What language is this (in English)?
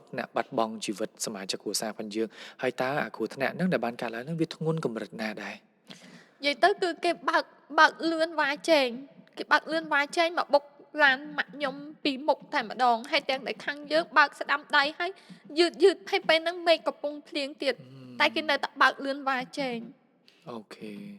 Khmer